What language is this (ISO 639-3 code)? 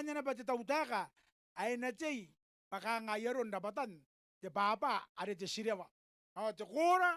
gil